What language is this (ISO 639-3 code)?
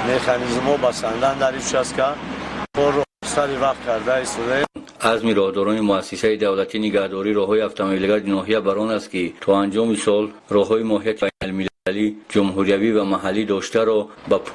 tgk